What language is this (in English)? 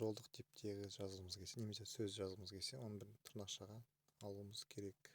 Kazakh